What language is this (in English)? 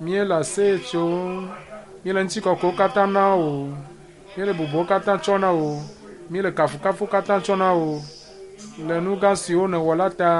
Ewe